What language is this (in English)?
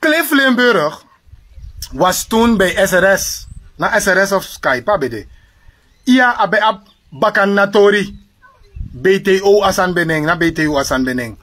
Sranan Tongo